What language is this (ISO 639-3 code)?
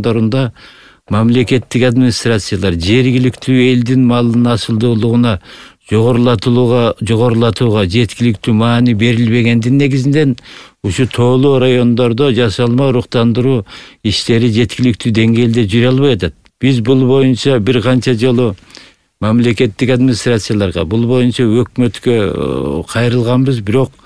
kir